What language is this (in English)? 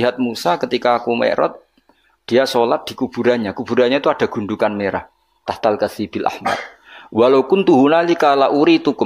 Javanese